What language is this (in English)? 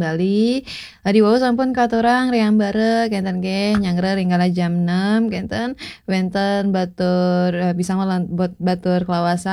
Balinese